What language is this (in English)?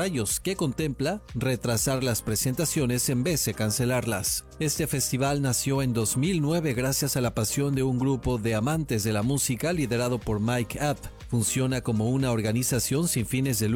Spanish